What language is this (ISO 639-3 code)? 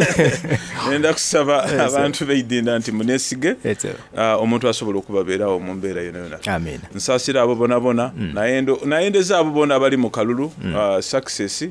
xog